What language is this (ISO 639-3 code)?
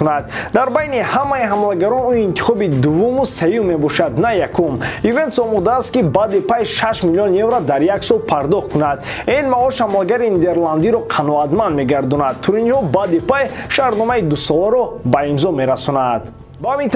tgk